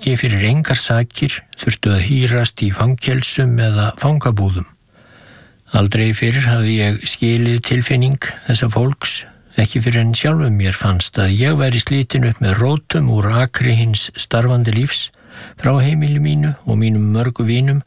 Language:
Icelandic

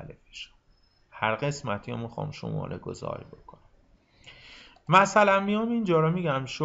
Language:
Persian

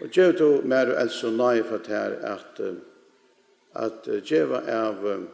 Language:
Faroese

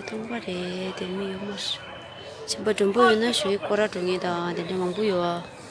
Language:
Tibetan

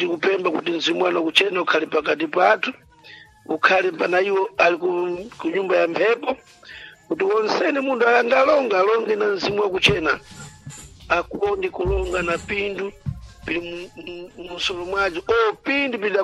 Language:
Sena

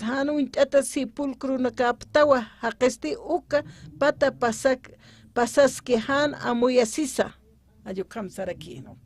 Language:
Aymara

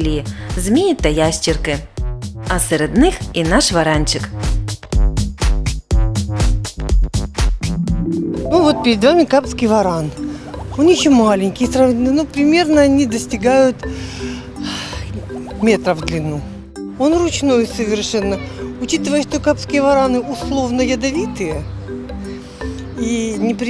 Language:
Ukrainian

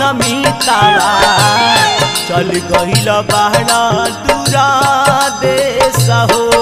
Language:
Bhojpuri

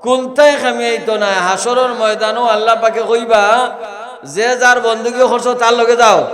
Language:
Sylheti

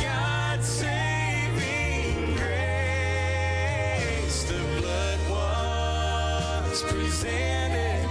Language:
Gilbertese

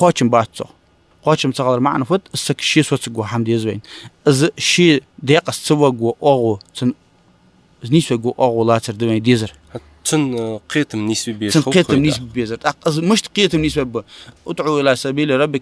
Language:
Ingush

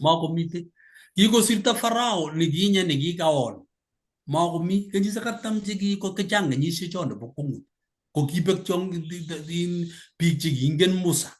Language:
Kalenjin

